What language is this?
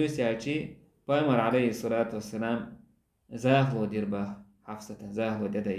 Chechen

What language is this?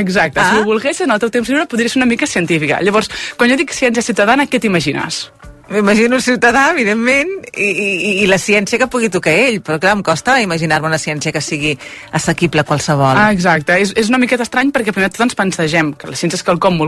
Catalan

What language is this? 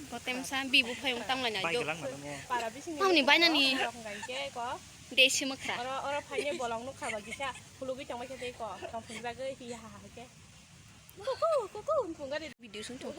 Kok Borok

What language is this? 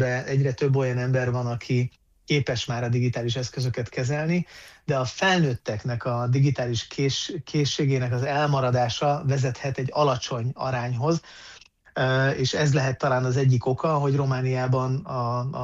Hungarian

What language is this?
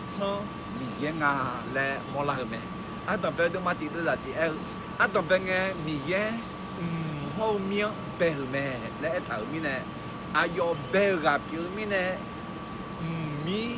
Akha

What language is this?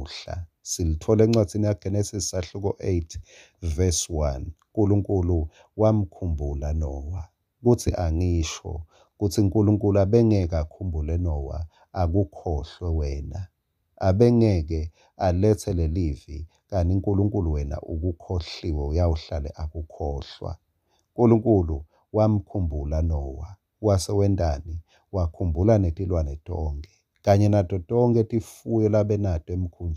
Swati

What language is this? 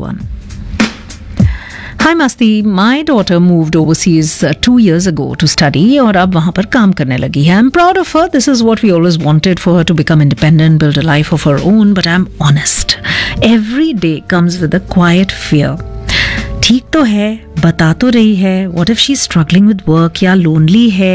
Hindi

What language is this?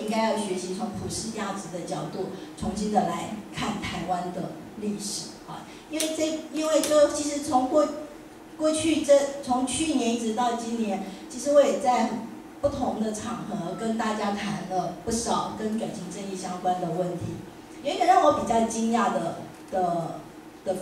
Chinese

